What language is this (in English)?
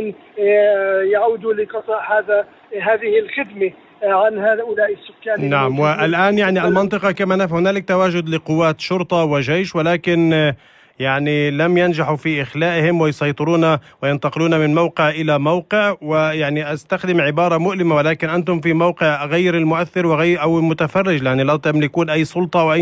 North Levantine Arabic